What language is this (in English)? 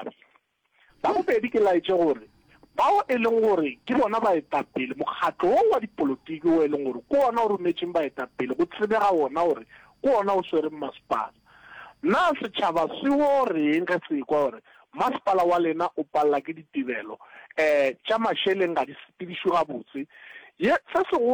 Northern Sotho